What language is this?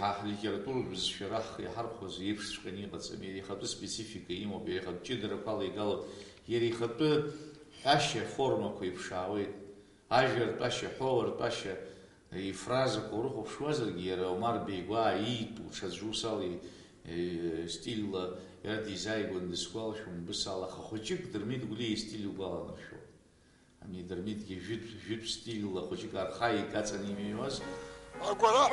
Abkhazian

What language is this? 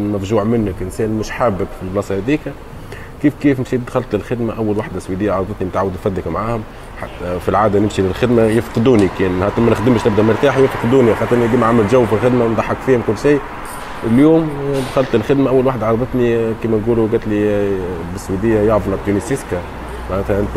Tunisian Arabic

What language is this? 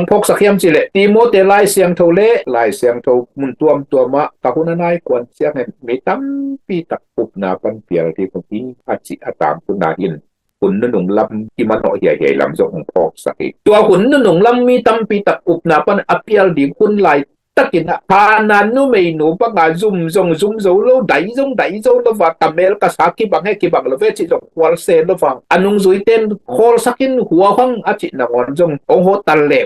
Tedim Chin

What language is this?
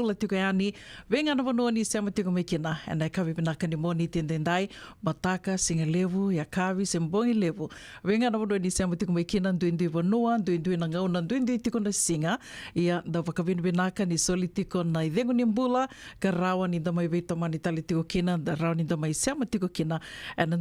Fijian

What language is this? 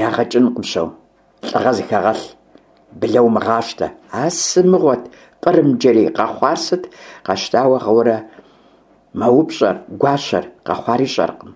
Kabardian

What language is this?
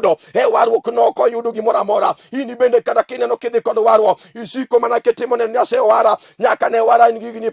Luo (Kenya and Tanzania)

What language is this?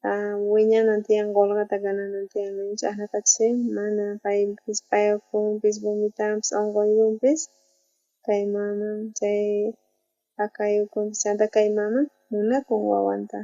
South Bolivian Quechua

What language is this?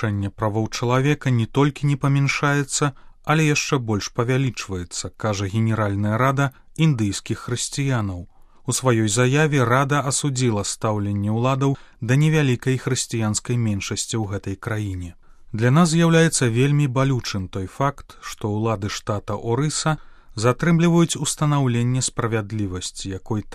Belarusian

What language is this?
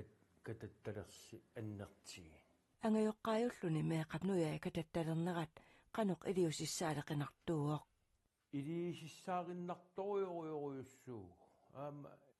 Kalaallisut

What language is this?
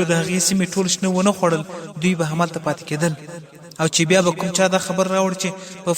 Pashto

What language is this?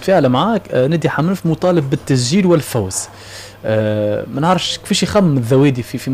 Tunisian Arabic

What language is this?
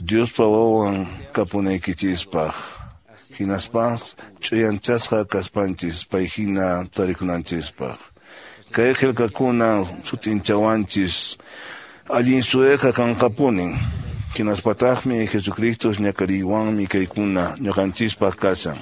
Quechua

